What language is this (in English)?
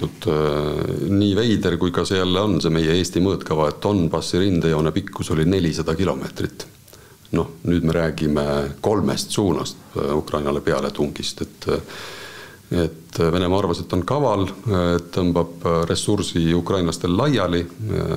Estonian